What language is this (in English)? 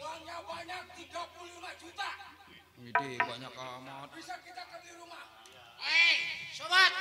Betawi